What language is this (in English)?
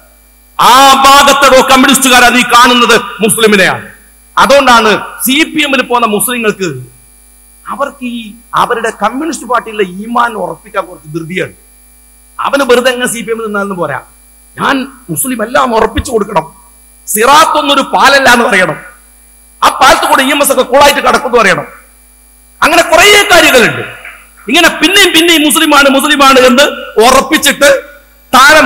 Malayalam